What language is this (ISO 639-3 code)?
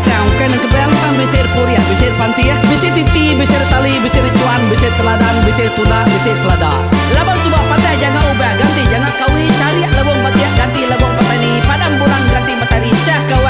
iba